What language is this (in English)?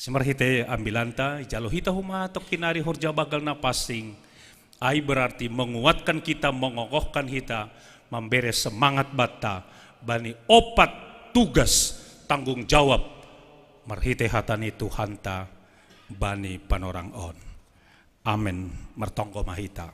Batak Simalungun